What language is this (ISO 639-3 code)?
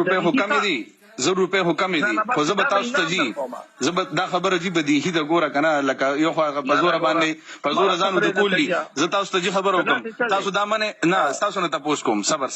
pus